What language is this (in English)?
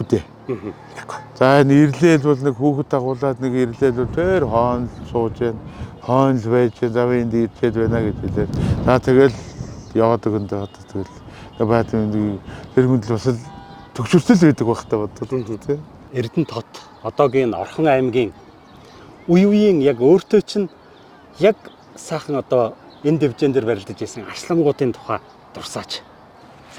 Mongolian